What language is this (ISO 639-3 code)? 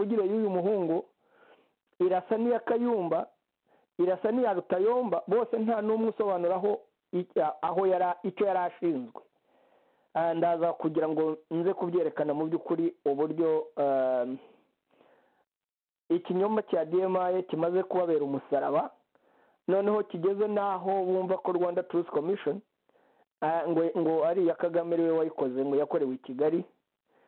kin